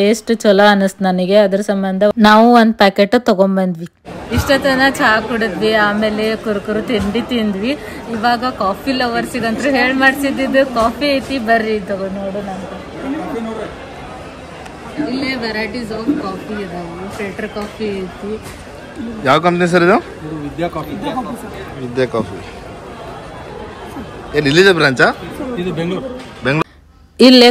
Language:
Kannada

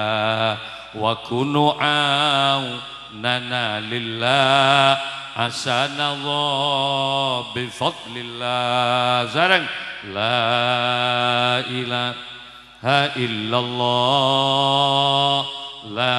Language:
Madurese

